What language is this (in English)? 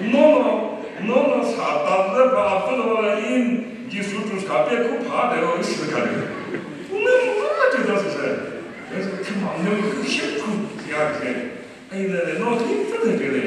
Chokri Naga